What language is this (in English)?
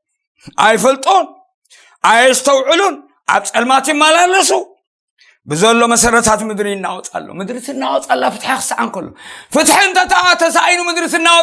Tigrinya